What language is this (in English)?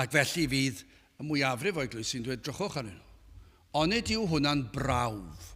Welsh